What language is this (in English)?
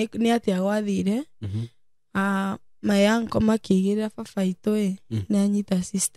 Kikuyu